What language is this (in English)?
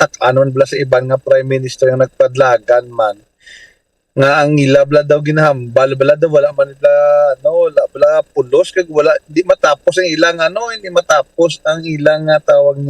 Hiligaynon